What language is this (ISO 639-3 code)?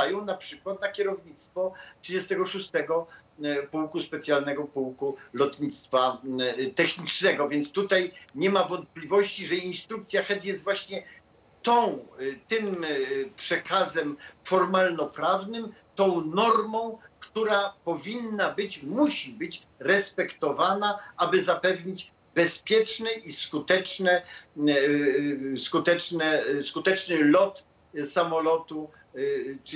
pol